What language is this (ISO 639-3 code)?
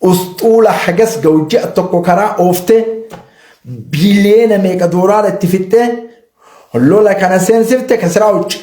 orm